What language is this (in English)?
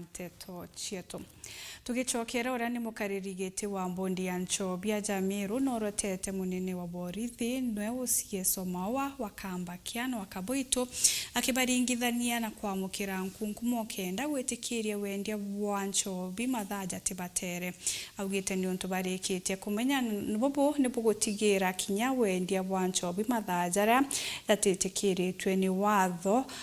Meru